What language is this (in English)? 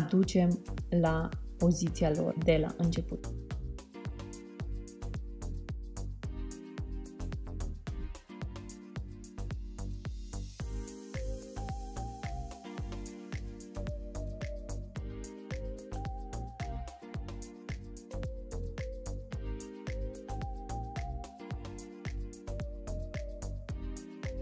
Romanian